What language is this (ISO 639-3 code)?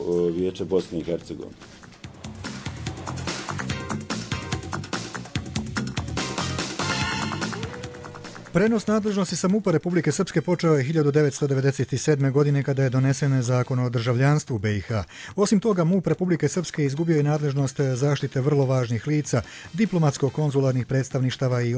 bos